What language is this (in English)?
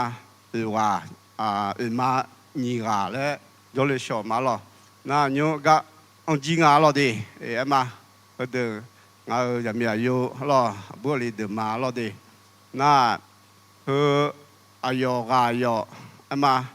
Akha